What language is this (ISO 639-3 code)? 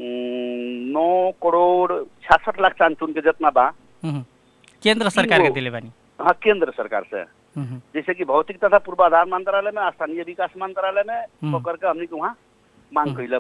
bho